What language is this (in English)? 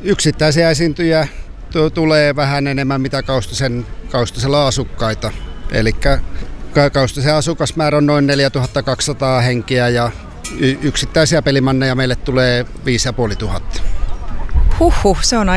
Finnish